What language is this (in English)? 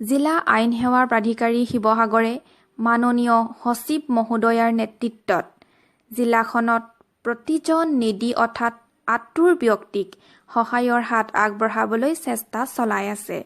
Assamese